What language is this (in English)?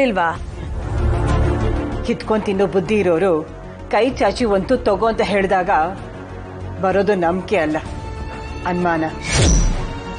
Kannada